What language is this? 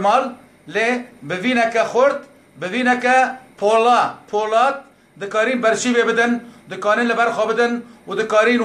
Kurdish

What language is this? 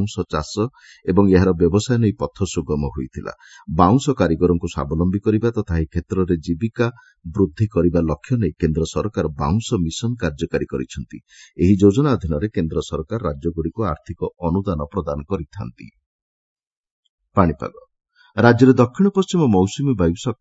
Odia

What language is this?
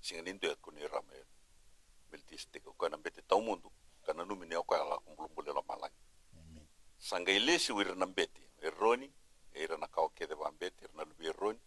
Fijian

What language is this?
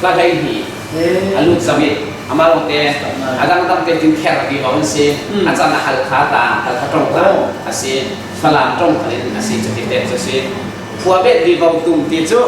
Falam Chin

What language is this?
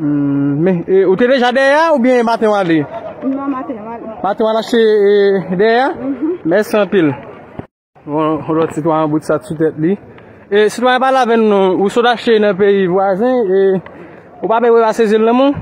Haitian Creole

